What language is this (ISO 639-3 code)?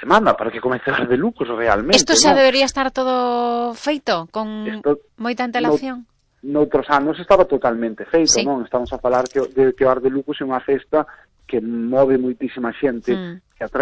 glg